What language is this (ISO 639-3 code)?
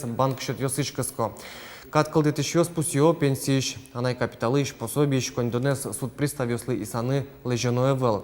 udm